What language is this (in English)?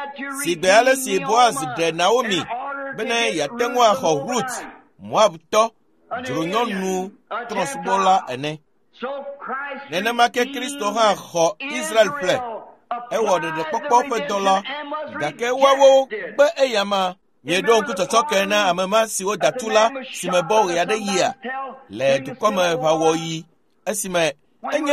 Ewe